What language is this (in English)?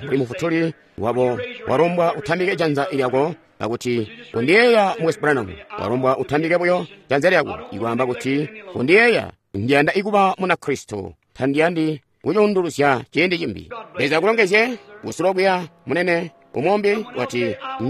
Tonga (Zambia)